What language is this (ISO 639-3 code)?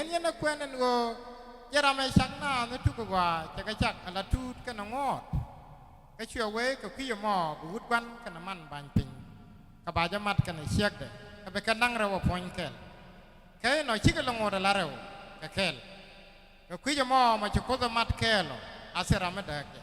nus